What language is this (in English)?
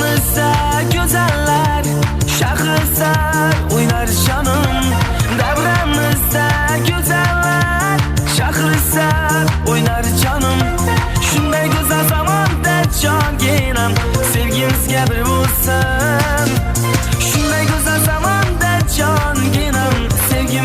Kara-Kalpak